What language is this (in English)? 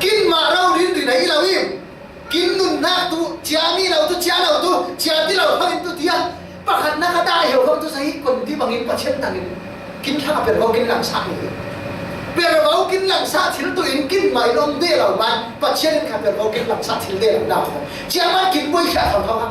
Falam Chin